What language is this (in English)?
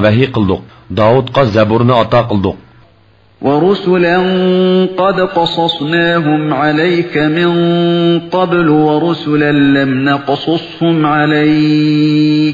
Uyghur